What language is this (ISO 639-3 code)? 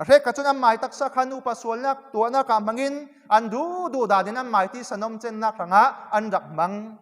cfm